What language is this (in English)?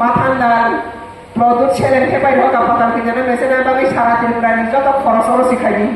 Riang (India)